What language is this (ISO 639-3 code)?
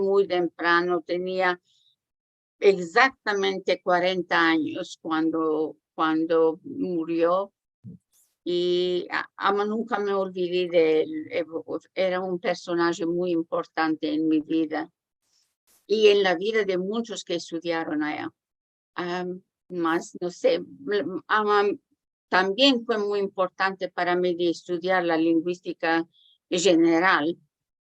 lad